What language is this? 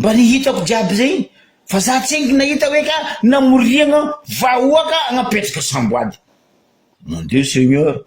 Malagasy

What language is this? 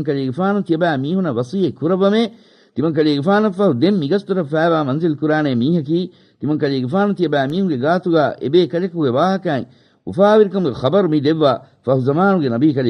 Divehi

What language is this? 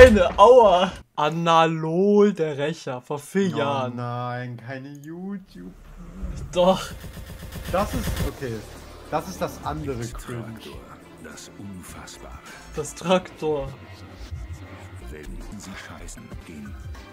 German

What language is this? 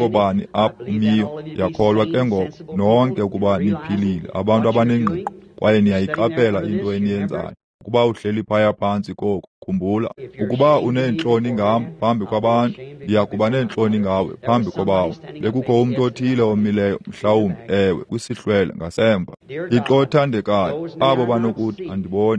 Xhosa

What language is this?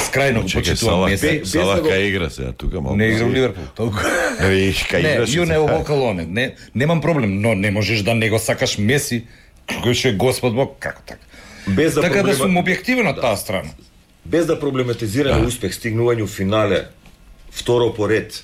Macedonian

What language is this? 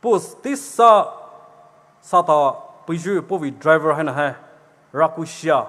Poumei Naga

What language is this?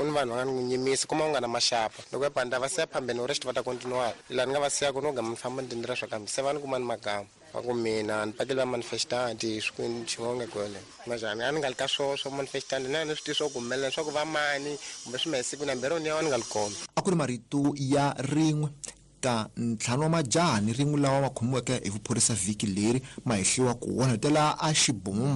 Tsonga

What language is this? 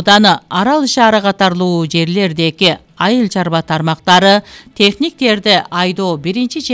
Kyrgyz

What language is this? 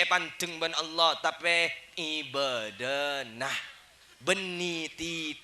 Madurese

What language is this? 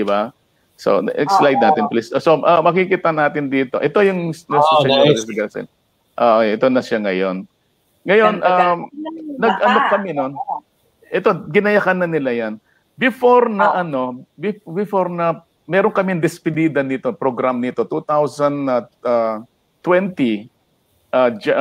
Filipino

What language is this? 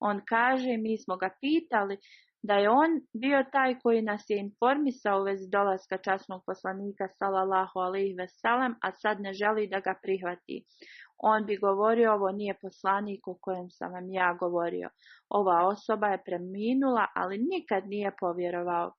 Bosnian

